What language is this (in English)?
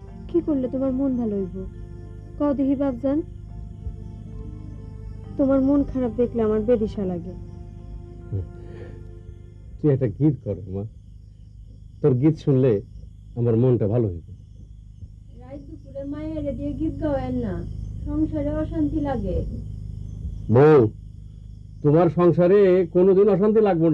Bangla